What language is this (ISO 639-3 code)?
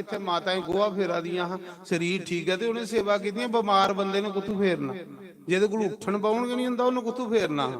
doi